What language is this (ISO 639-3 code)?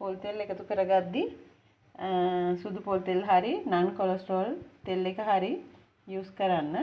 sin